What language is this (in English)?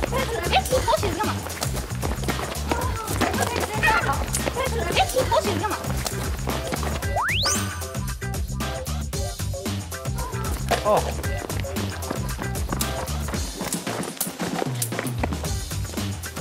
Chinese